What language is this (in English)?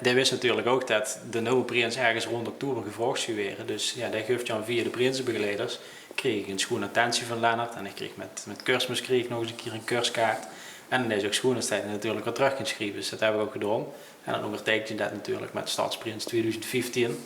Limburgish